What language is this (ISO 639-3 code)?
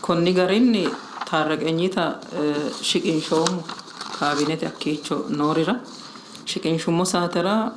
sid